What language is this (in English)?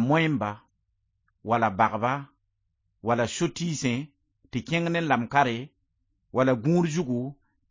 Mossi